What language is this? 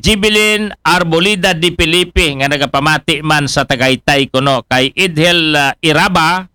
Aklanon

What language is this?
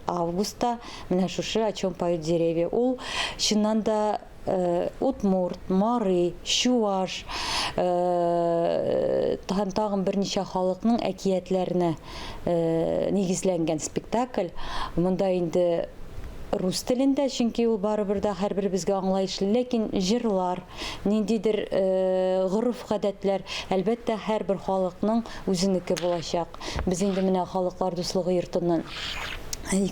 Tatar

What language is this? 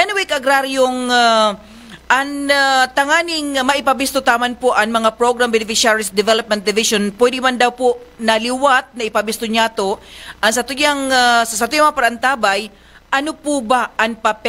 Bikol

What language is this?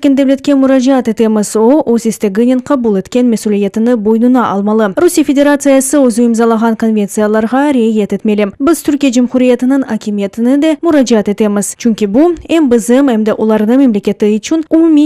Crimean Tatar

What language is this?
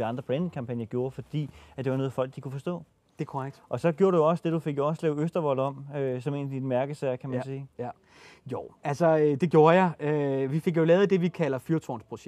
Danish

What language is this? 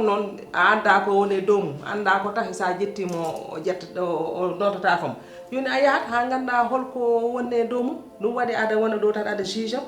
Fula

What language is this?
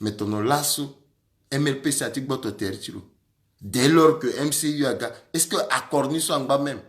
Sango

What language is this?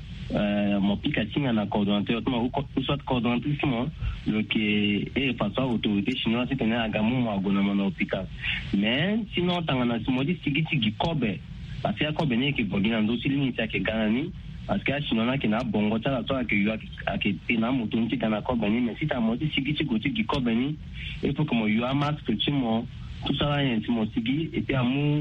Sango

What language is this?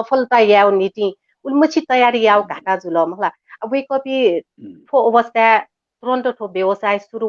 Newari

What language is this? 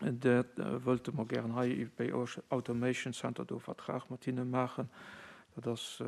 Luxembourgish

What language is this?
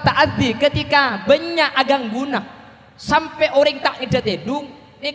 Madurese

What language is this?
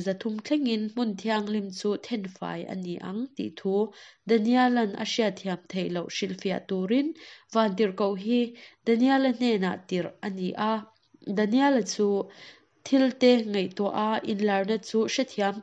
Mizo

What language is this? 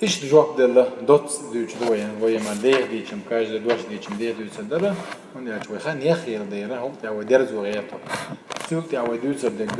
Chechen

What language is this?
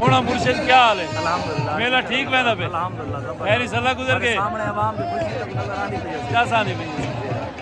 Saraiki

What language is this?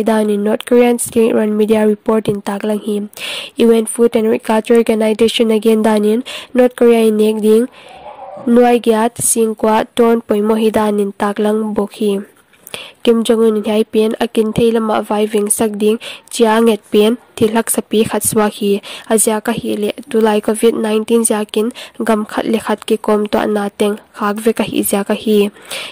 Paite Chin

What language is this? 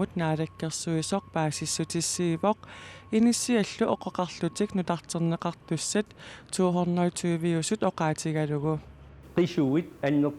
Kalaallisut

